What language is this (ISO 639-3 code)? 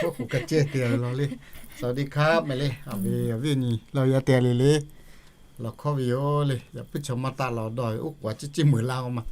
lhu